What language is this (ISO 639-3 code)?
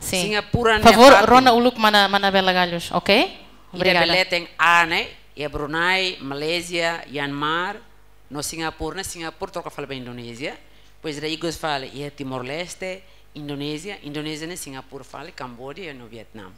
tet